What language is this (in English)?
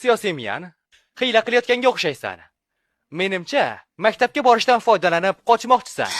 Uzbek